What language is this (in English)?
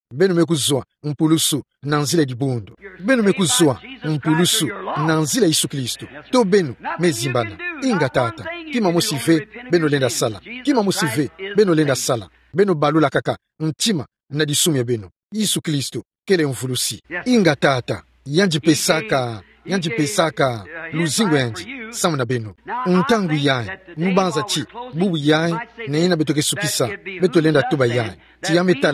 Kituba (Democratic Republic of Congo)